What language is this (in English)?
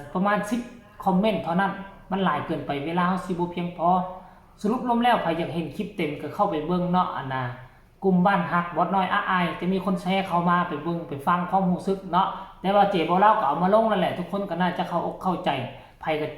Northeastern Thai